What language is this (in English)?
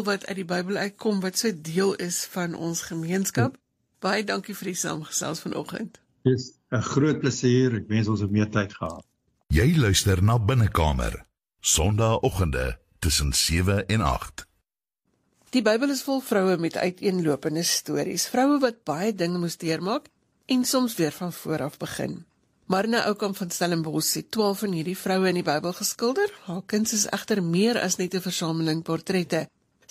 Afrikaans